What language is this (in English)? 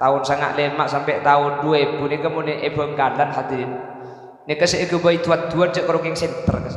Madurese